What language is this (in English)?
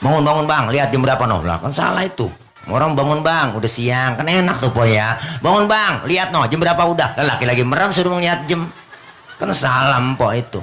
Betawi